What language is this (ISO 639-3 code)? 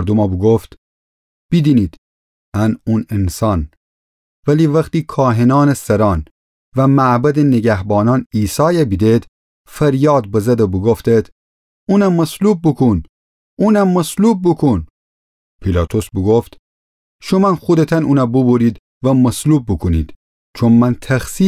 glk